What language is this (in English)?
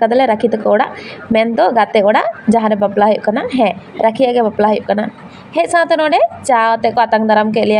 Santali